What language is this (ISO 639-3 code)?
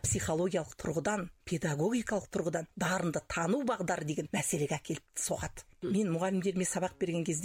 kaz